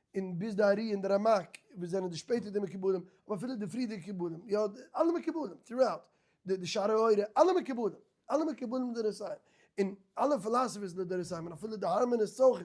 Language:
Yiddish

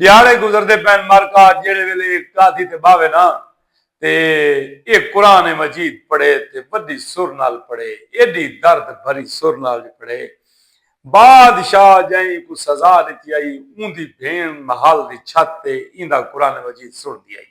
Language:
Saraiki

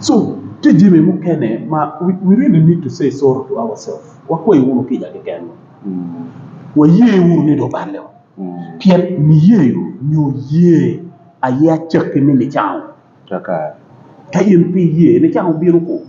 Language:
Acoli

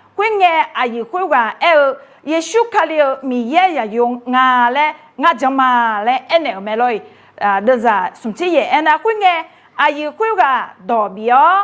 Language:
Akha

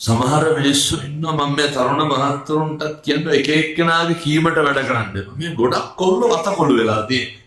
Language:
Sinhala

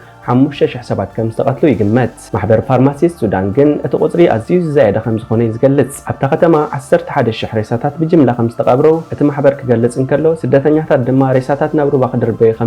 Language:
Tigrinya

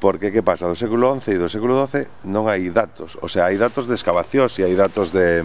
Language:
Galician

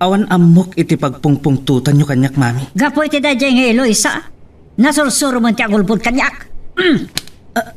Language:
Iloko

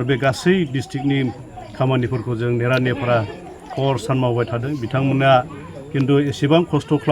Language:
Bodo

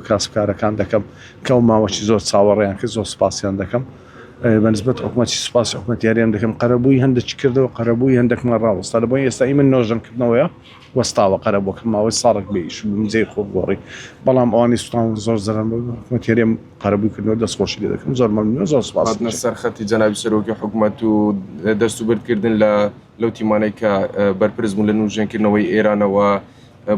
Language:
Central Kurdish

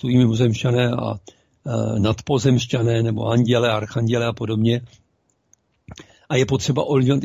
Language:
Czech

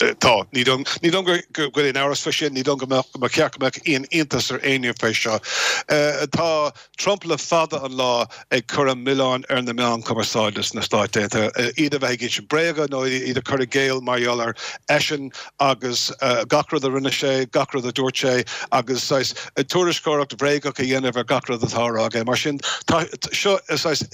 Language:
Irish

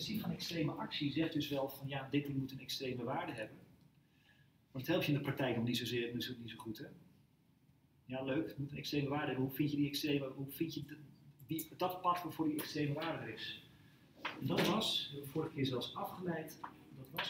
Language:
Dutch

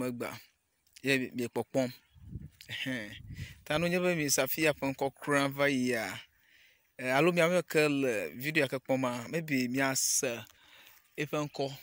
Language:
Ewe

